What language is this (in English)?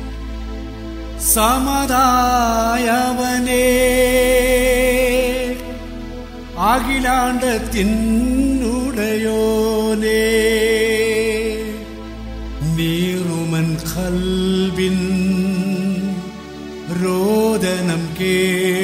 Malayalam